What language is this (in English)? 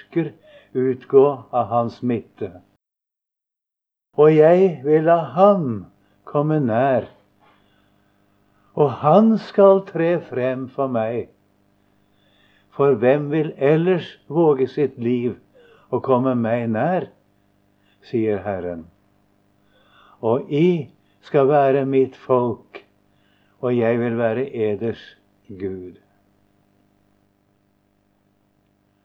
Norwegian